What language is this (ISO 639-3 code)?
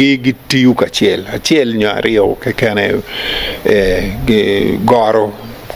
ach